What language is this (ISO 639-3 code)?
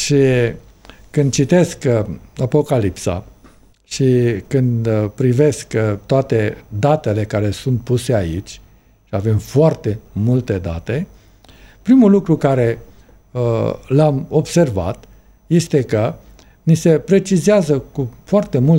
ron